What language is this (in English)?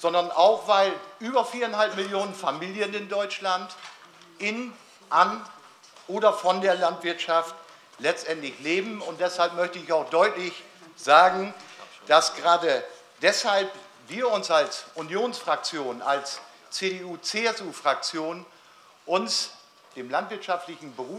German